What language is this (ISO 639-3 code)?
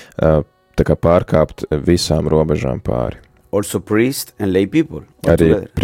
lav